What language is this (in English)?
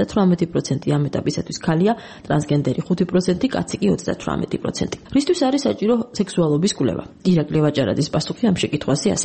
Georgian